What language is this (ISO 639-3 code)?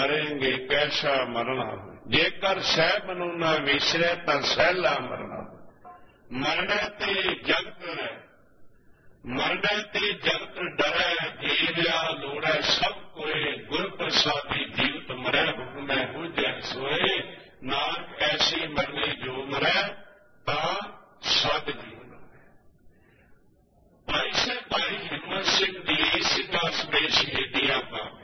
pan